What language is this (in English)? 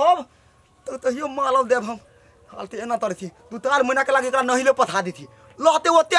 Maithili